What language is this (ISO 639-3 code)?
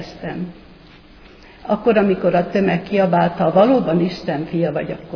hun